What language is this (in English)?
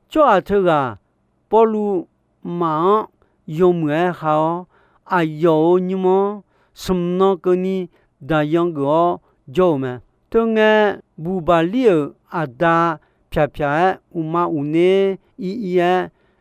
Akha